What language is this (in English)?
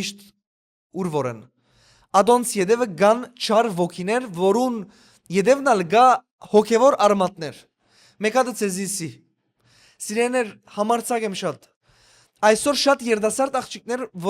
Western Armenian